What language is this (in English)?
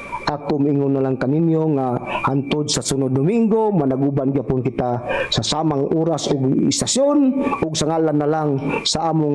Cebuano